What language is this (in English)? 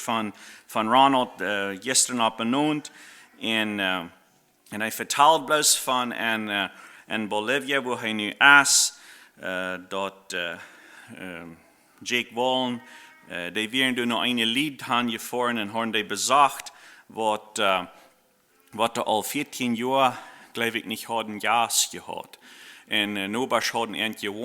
Plautdietsch